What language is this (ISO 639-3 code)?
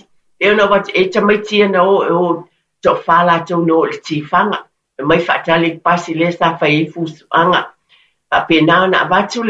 smo